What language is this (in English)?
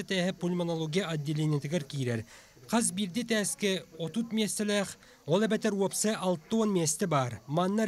Yakut